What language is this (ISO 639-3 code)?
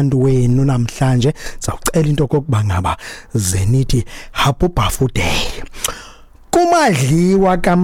xho